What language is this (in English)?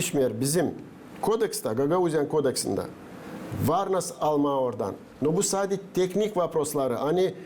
Gagauz